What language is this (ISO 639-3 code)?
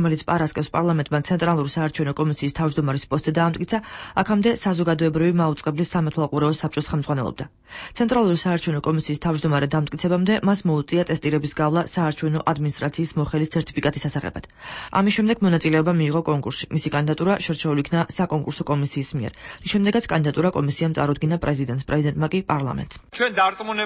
kat